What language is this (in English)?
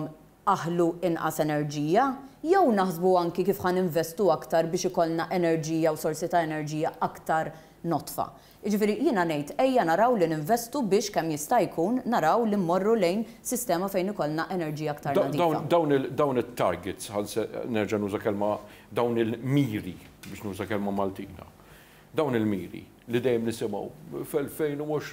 Maltese